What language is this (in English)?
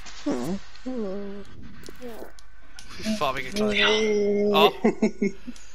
Swedish